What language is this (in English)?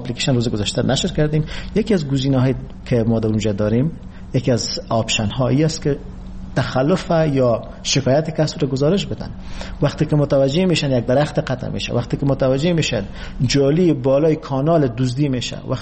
Persian